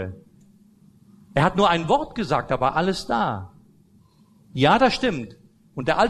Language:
German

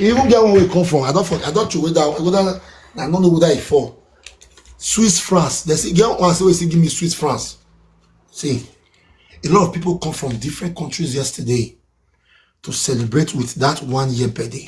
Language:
Nigerian Pidgin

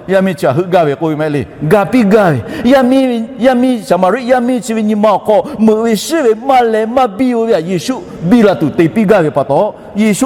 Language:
Lahu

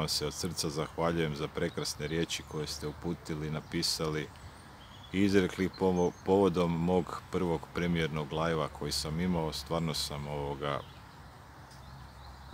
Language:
Croatian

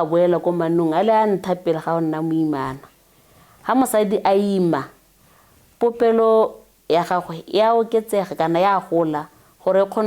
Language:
Tswana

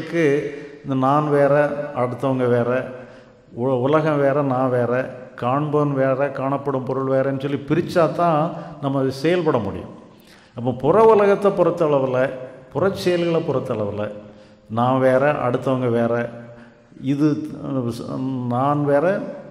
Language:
Tamil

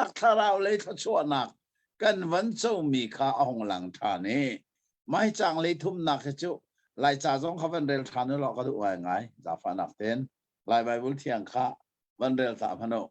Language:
Hakha Chin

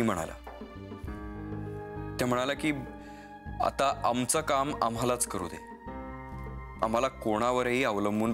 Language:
Marathi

